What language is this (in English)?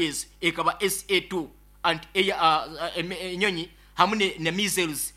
Nyoro